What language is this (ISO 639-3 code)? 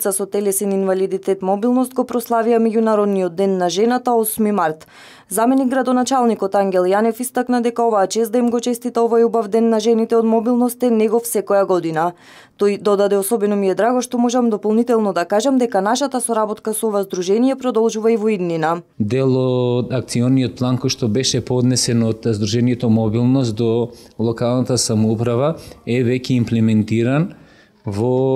mkd